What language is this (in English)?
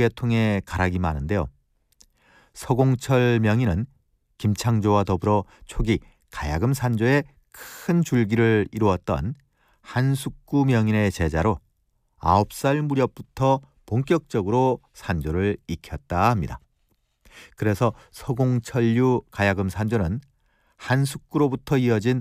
Korean